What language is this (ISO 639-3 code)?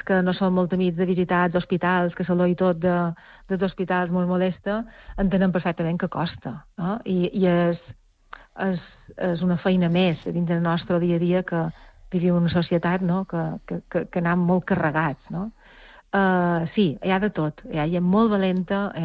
cat